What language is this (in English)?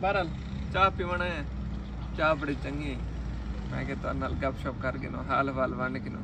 Saraiki